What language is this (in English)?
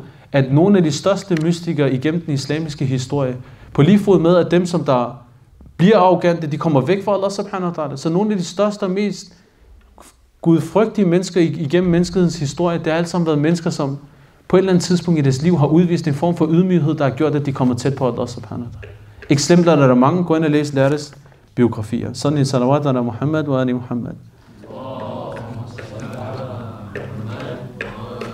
Danish